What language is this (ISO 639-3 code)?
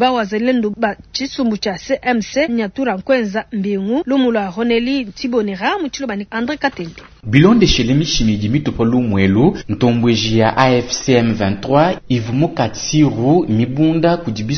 lua